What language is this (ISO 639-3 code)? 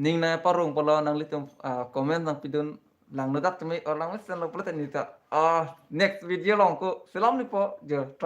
mjw